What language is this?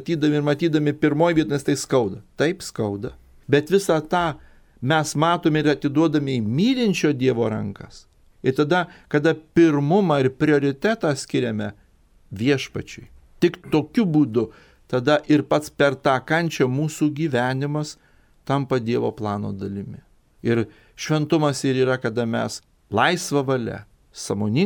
Lithuanian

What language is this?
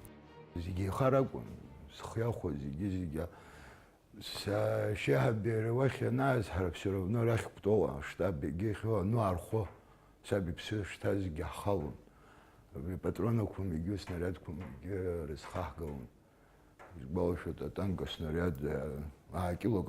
Abkhazian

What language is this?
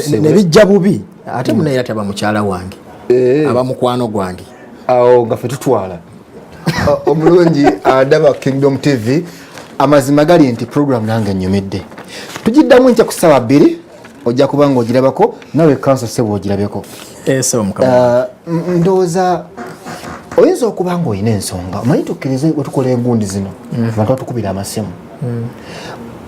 Ganda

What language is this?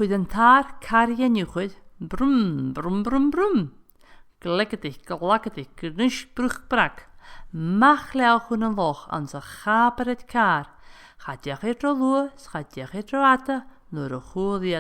Scottish Gaelic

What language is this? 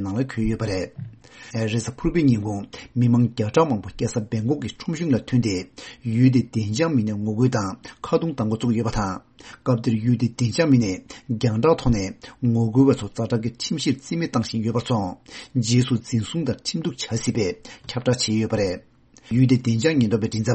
Tibetan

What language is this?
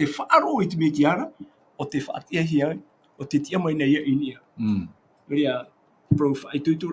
Tahitian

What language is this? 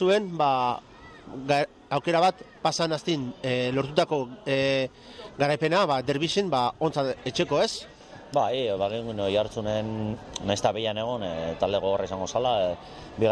Basque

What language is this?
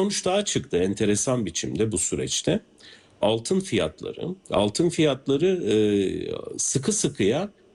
Turkish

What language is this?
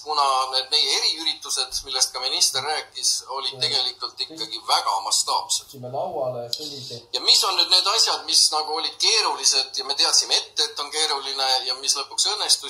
Estonian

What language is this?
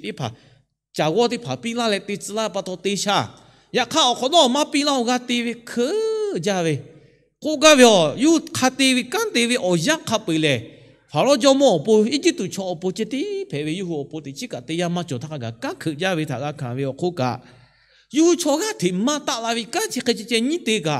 Lahu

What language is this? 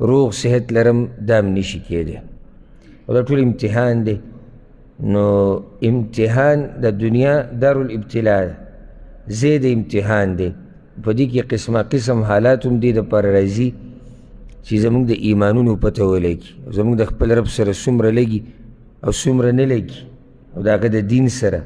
Pashto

